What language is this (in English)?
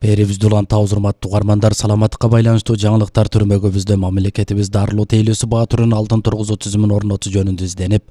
Kyrgyz